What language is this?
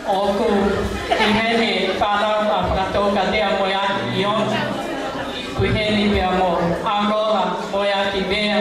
Tongan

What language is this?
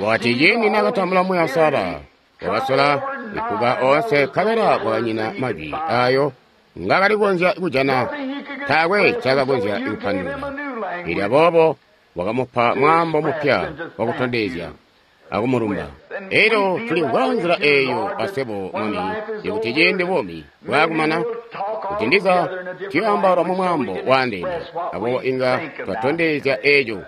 Tonga (Zambia)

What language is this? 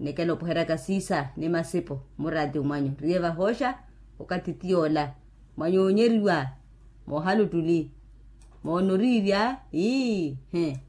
Makhuwa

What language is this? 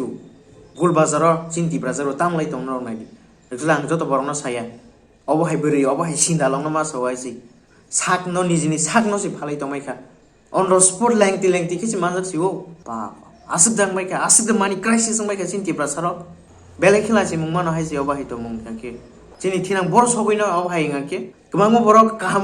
Kok Borok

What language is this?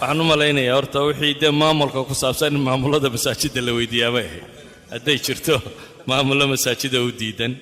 Somali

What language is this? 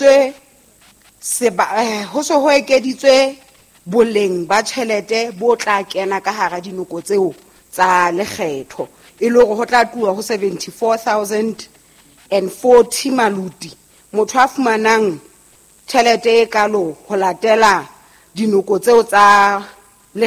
Southern Sotho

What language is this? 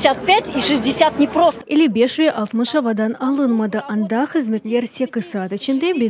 Crimean Tatar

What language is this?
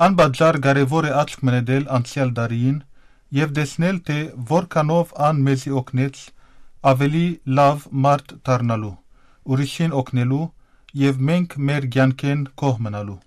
Western Armenian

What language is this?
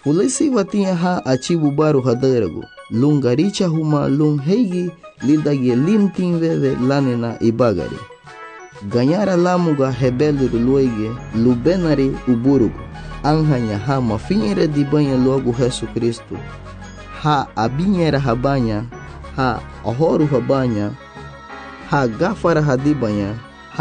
Garifuna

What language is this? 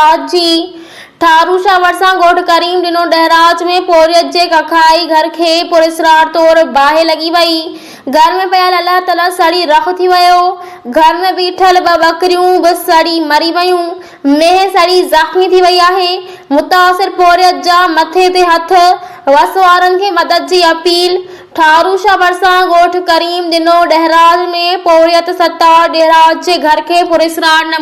Sindhi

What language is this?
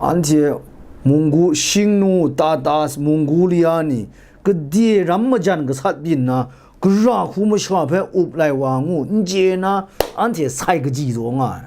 Kachin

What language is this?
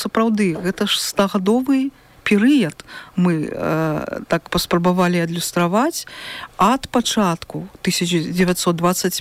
Belarusian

